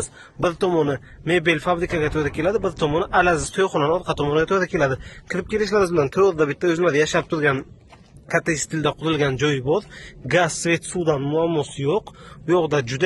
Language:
Uzbek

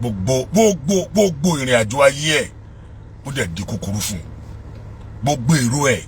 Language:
Yoruba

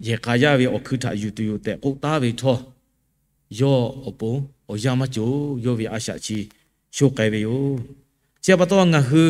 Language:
Lahu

